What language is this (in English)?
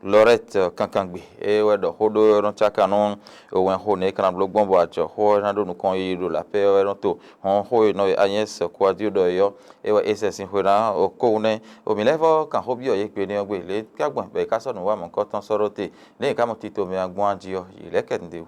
Fon